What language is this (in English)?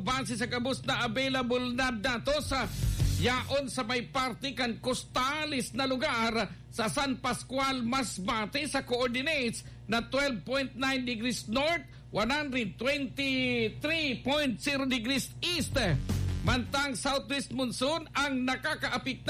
Bikol